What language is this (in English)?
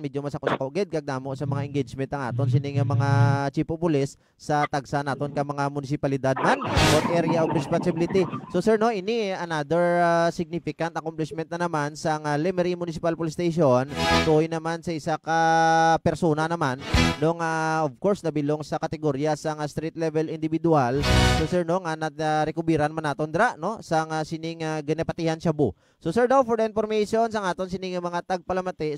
Hiligaynon